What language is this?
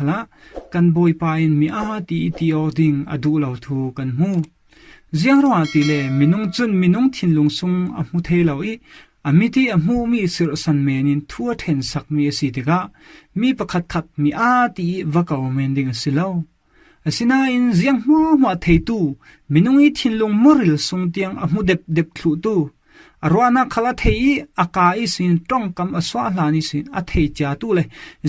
Falam Chin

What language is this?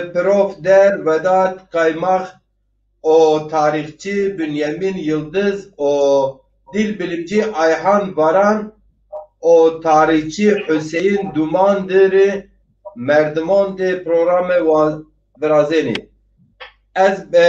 Zaza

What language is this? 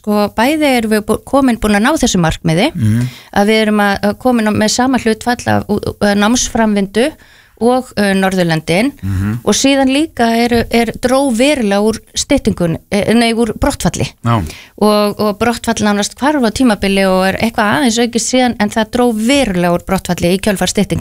Icelandic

